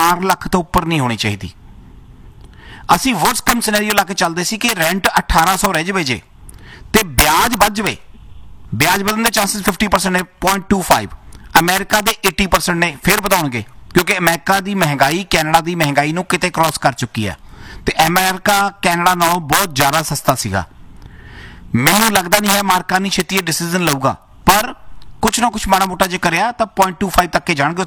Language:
Punjabi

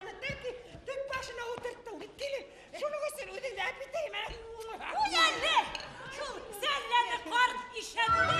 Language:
Bashkir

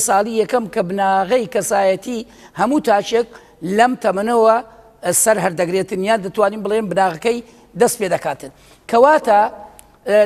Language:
Central Kurdish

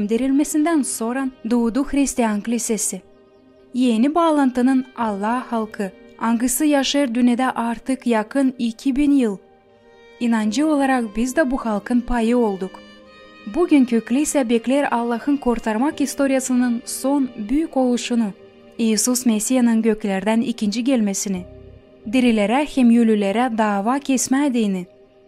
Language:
Gagauz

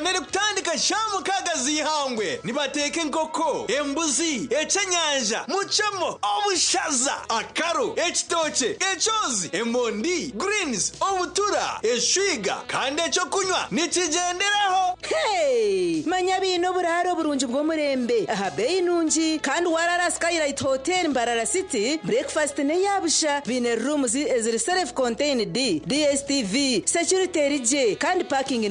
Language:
Nyankole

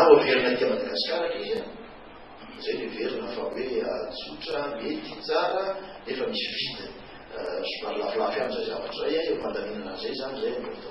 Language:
Malagasy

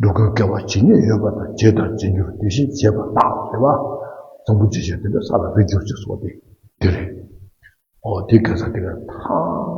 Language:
Tibetan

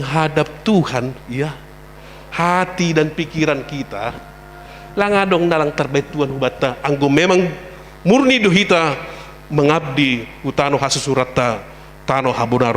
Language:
Batak Simalungun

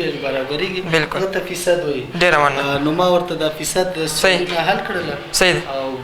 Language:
Pashto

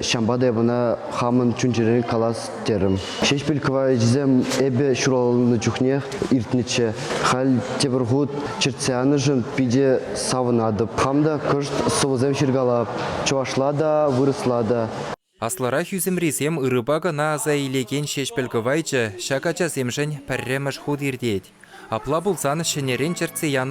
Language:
Chuvash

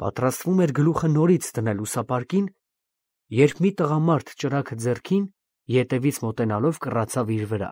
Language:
Armenian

